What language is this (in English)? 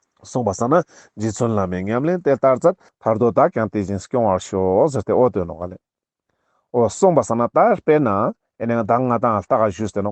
Ladakhi